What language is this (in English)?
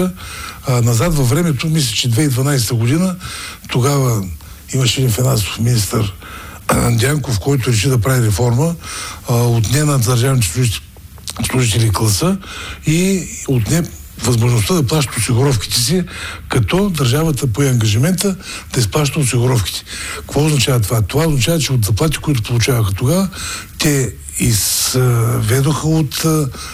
Bulgarian